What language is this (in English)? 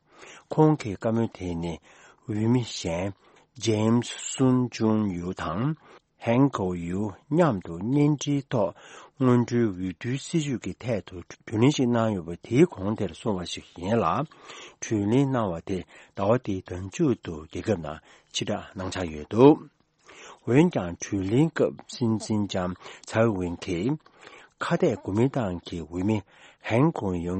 Tibetan